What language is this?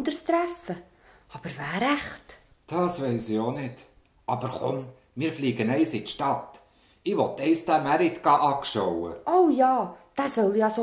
Swiss German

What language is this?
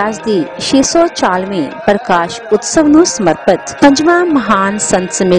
Punjabi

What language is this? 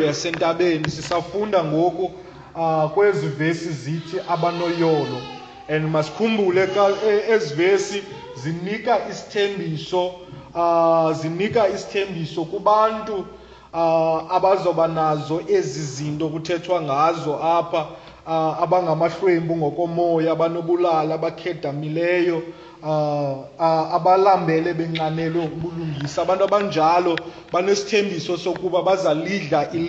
Xhosa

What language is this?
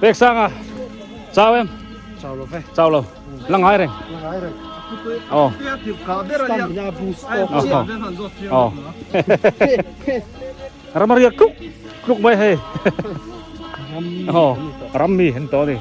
Biete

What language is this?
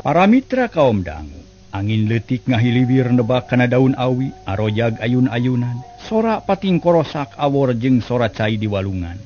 Sundanese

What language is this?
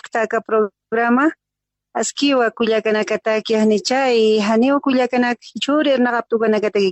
Aymara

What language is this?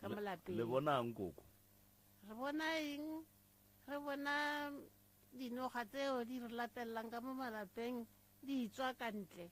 Northern Sotho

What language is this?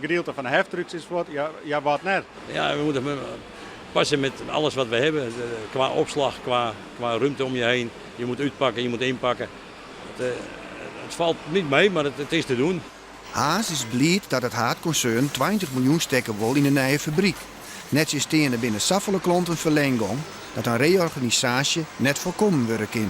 Western Frisian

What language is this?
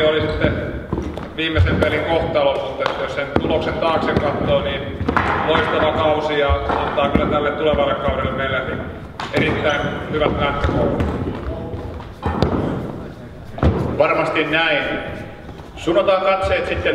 Finnish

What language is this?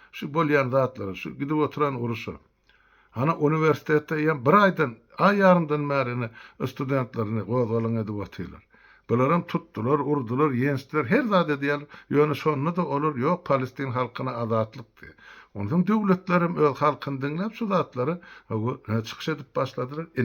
Turkmen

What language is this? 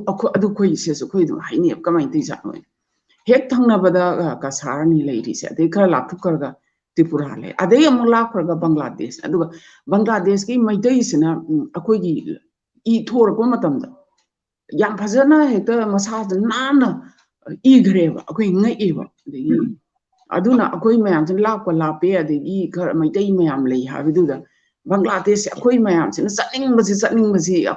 Manipuri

